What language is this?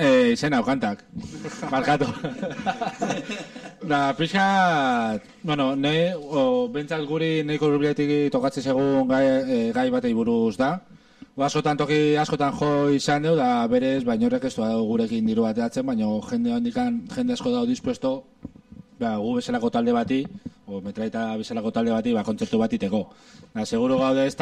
Basque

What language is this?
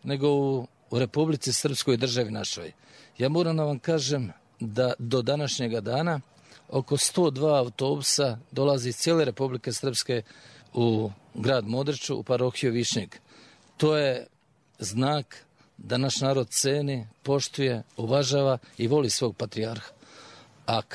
Serbian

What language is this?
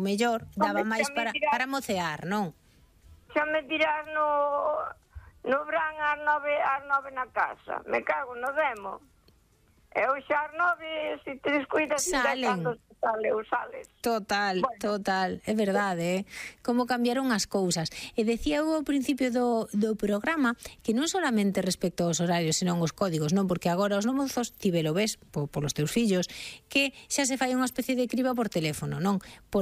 Galician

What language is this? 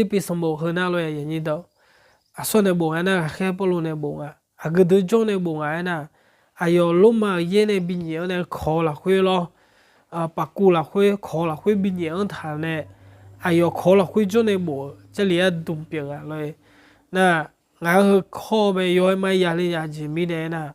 Akha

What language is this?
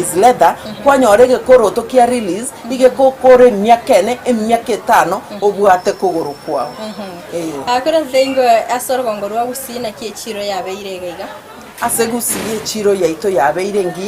Gusii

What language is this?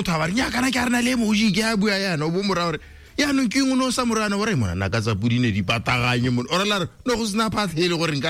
Tswana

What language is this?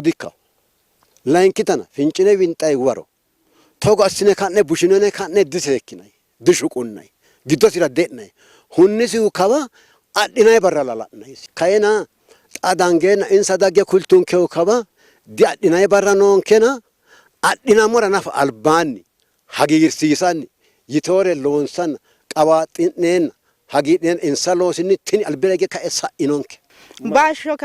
Sidamo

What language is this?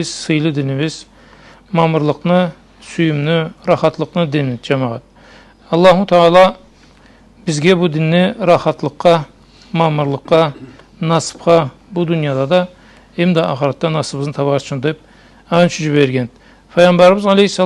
Karachay-Balkar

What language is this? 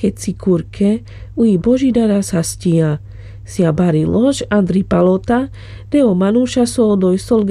Carpathian Romani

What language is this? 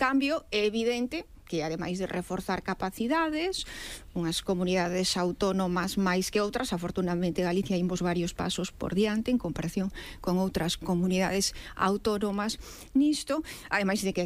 Galician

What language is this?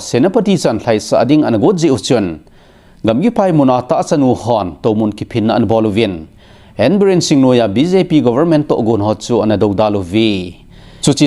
Thado Chin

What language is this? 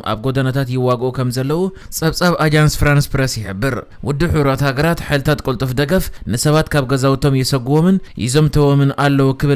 Tigrinya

